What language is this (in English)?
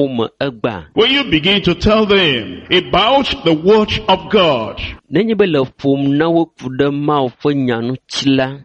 Ewe